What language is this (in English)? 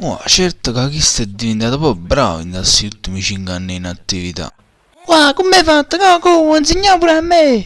Neapolitan